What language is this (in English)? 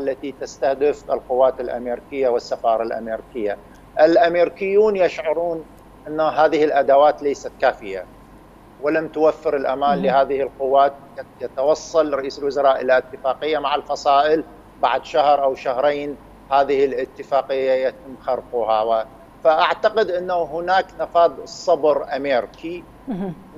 Arabic